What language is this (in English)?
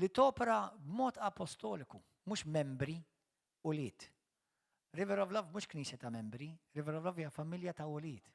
Maltese